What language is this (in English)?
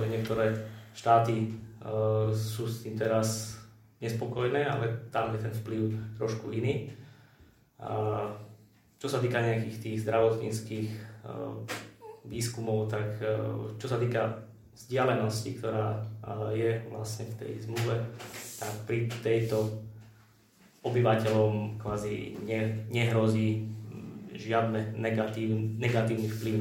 Slovak